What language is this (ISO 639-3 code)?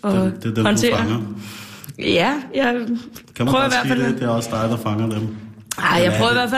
dan